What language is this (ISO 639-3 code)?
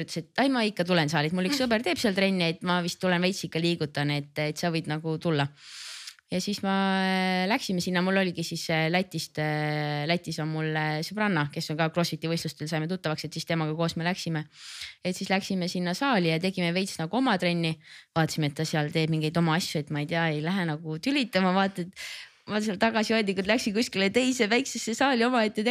est